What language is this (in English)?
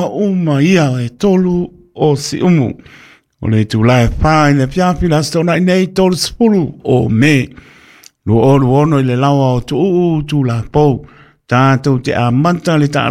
Samoan